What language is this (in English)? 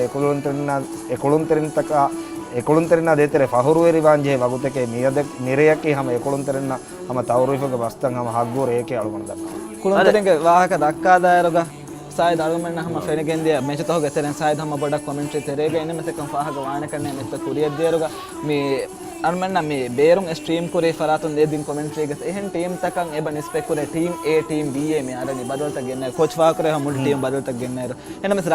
Divehi